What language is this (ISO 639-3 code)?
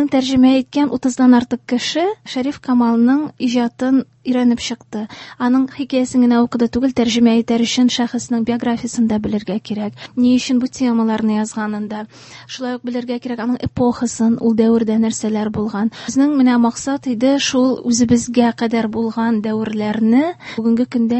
tat